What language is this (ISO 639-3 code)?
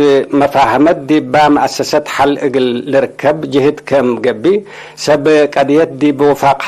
tig